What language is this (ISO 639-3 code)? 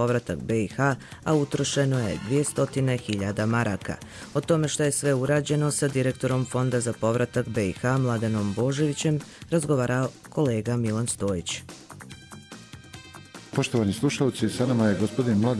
bos